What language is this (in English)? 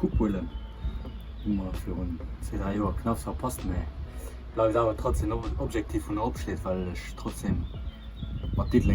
Luxembourgish